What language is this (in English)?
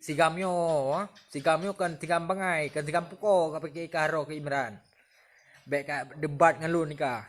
Achinese